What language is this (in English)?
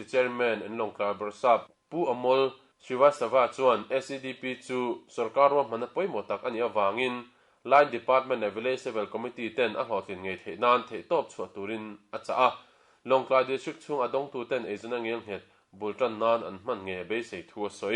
Mizo